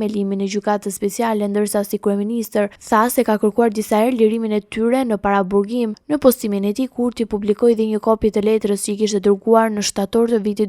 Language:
Albanian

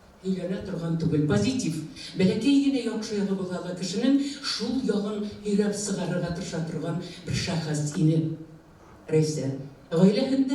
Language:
Bashkir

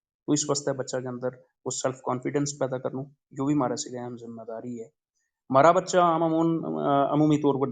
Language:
Gujari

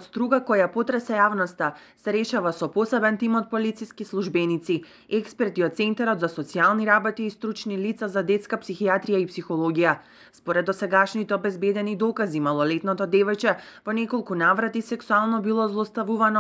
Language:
Macedonian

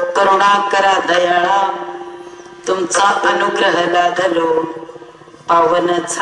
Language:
Marathi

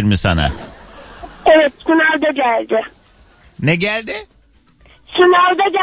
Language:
Turkish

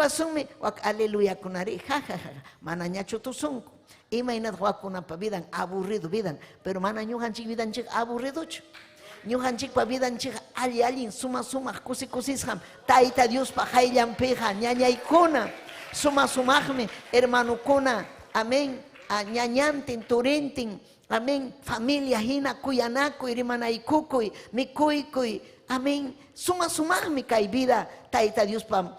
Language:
Ayacucho Quechua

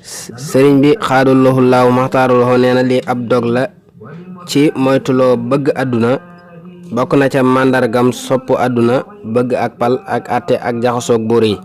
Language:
Wolof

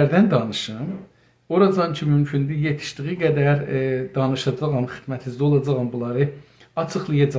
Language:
South Azerbaijani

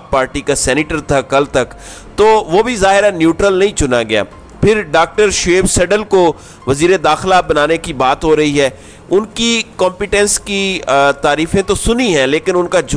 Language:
Urdu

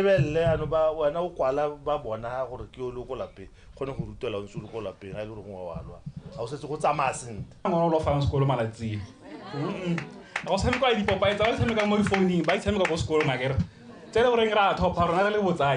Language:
Tswana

